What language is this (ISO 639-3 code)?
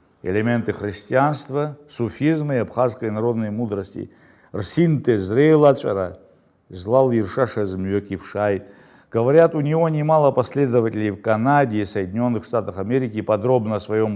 abk